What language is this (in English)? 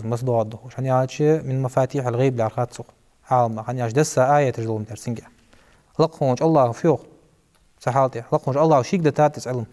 Ingush